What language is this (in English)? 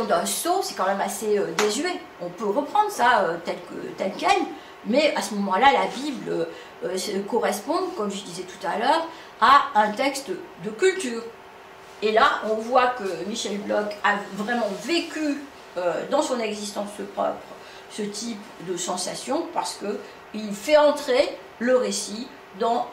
French